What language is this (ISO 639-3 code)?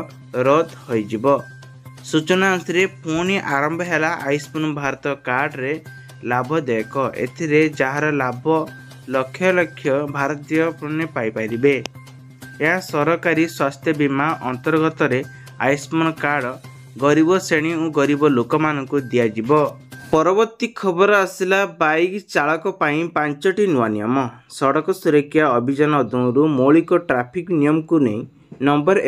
ori